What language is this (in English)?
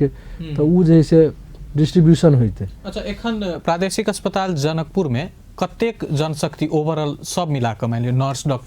Maithili